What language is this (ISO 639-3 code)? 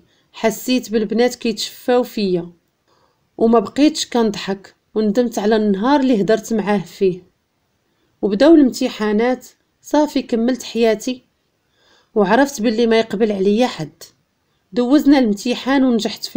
ary